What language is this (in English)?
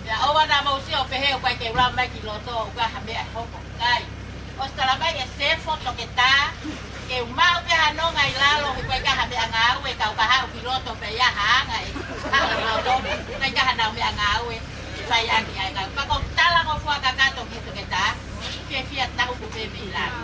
Tongan